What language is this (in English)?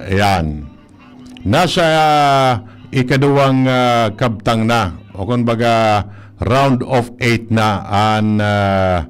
Bikol